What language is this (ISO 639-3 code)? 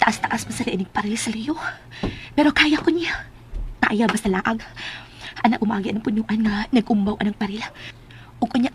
ceb